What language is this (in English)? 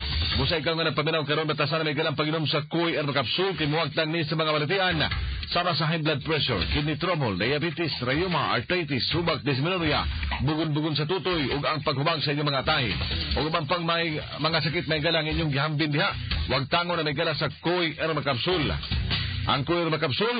Cebuano